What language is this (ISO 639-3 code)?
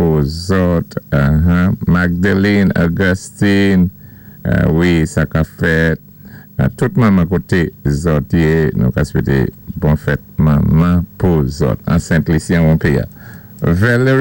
acf